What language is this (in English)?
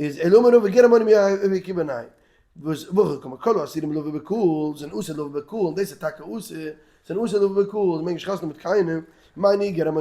Yiddish